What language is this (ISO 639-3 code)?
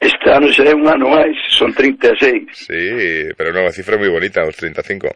glg